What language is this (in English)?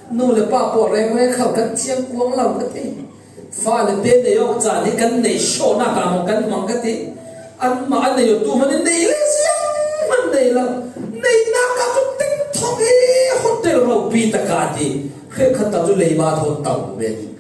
Falam Chin